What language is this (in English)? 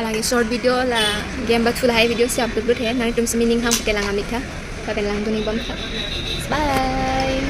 Karbi